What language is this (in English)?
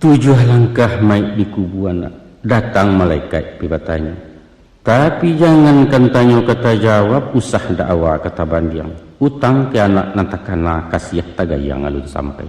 Minangkabau